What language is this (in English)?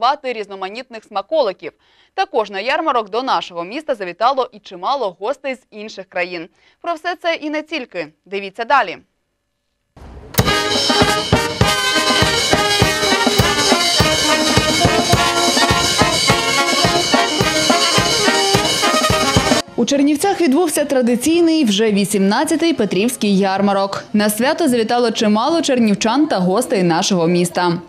Ukrainian